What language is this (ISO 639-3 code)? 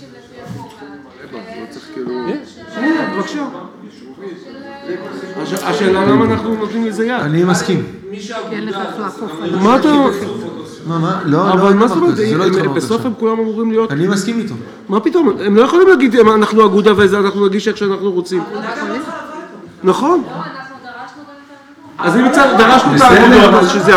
heb